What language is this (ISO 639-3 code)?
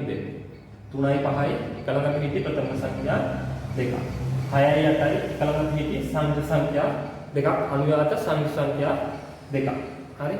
sin